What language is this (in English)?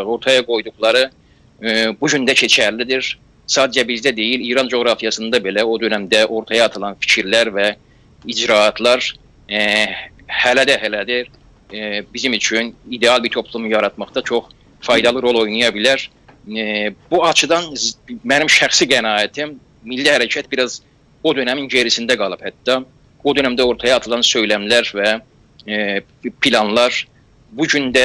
South Azerbaijani